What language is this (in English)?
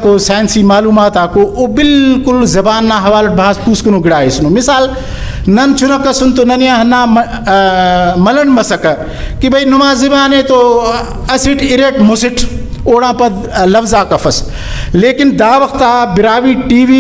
Brahui